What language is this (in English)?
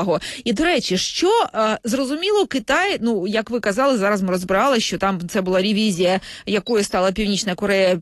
Ukrainian